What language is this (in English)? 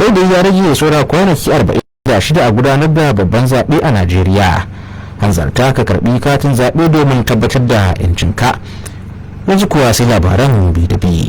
Hausa